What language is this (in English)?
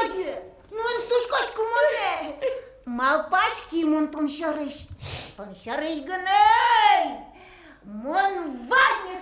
Udmurt